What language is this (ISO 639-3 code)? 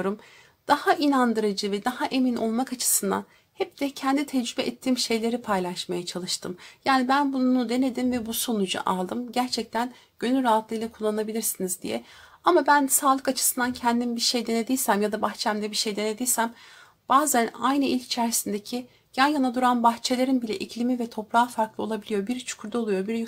tur